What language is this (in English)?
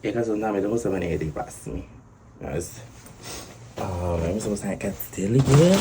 Papiamento